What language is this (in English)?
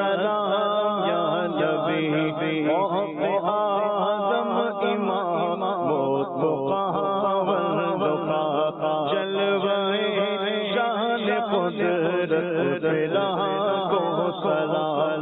Urdu